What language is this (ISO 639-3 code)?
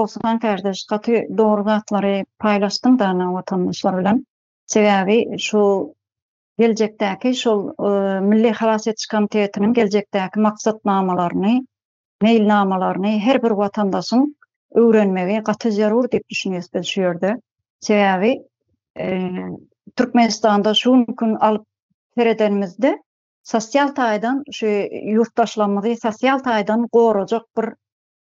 tuk